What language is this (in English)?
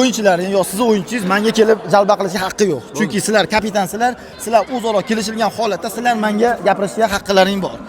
Uzbek